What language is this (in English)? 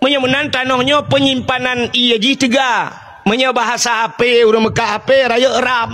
Achinese